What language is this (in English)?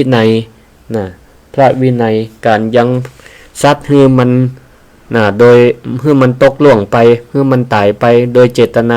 Northern Thai